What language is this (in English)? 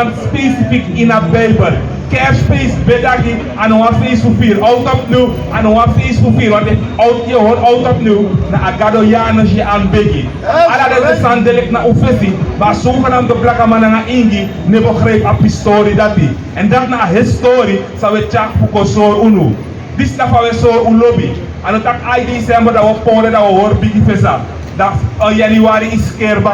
Sranan Tongo